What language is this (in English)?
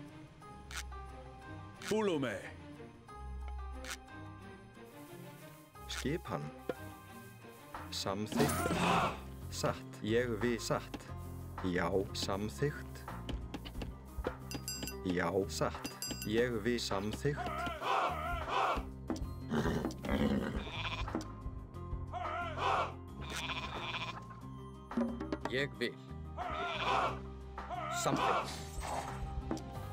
Icelandic